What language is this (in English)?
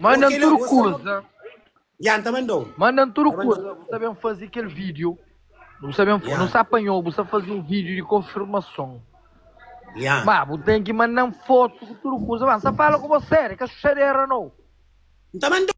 Kabuverdianu